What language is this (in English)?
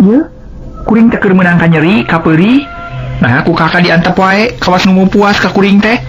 Sundanese